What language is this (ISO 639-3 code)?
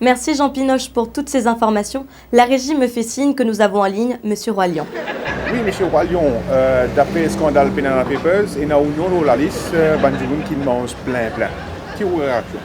mfe